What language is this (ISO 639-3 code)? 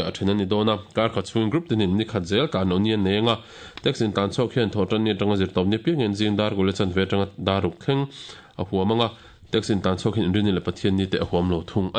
lus